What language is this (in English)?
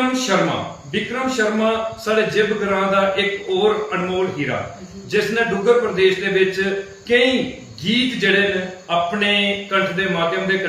Dogri